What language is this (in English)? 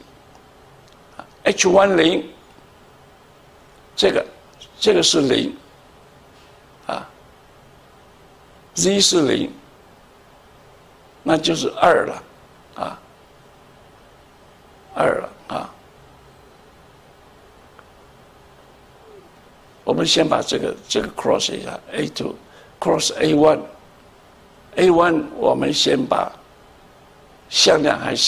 Chinese